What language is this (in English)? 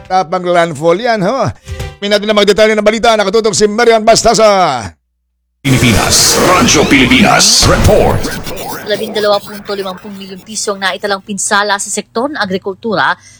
Filipino